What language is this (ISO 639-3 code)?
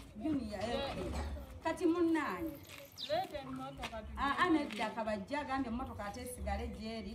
lug